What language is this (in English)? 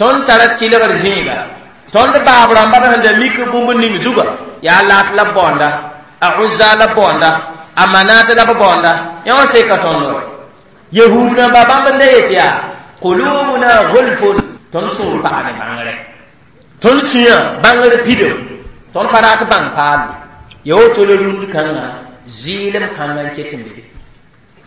Mossi